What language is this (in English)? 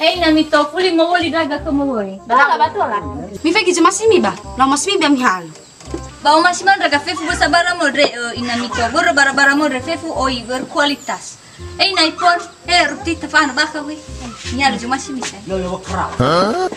Nias